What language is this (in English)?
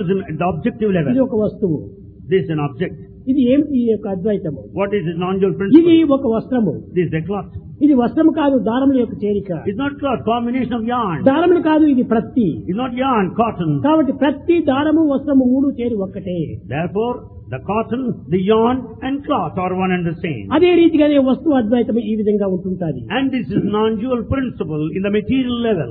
Telugu